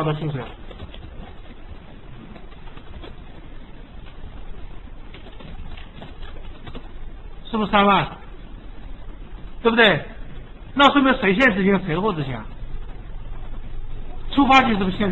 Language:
Chinese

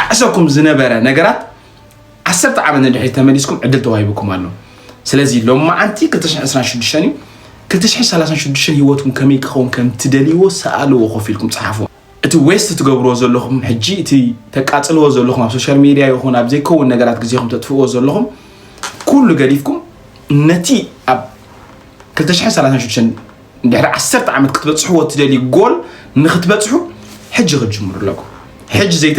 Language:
Tigrinya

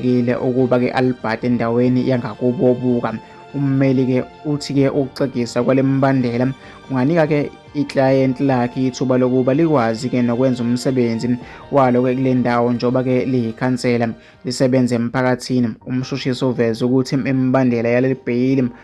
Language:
Zulu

